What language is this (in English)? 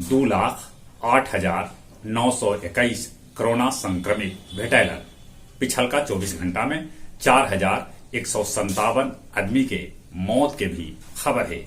Magahi